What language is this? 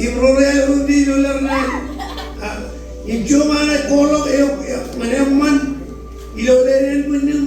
Marshallese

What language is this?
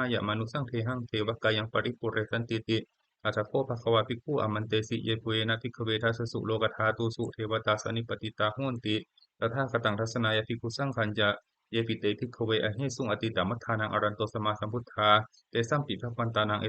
Pali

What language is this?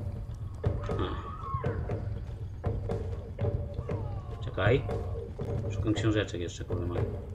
Polish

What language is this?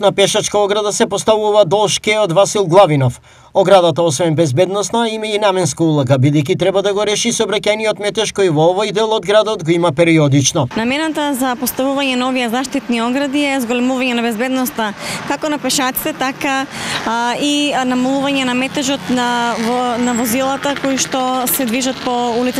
Macedonian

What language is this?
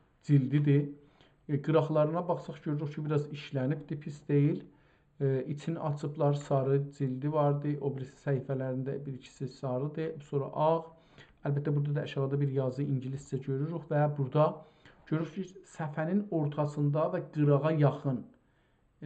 South Azerbaijani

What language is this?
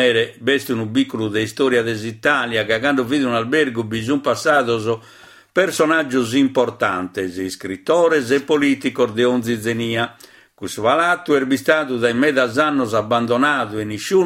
Sardinian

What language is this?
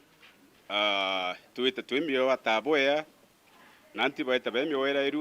Meru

